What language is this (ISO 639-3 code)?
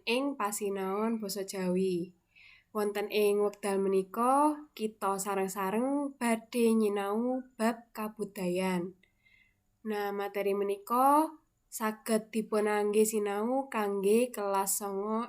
jav